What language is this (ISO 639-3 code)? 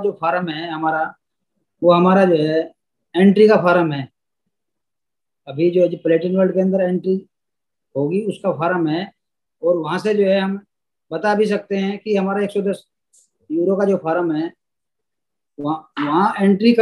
hin